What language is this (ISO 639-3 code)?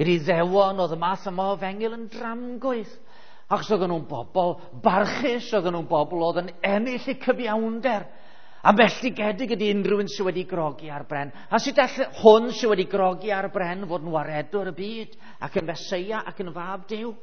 cym